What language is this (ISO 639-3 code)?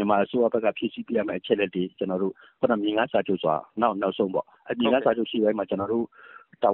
mya